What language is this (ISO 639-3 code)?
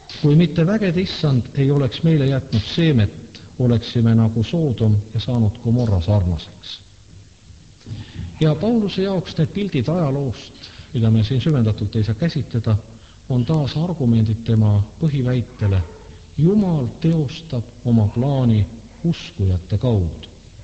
est